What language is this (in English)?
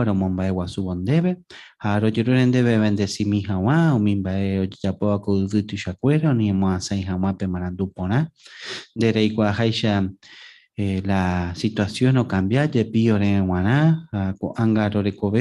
Guarani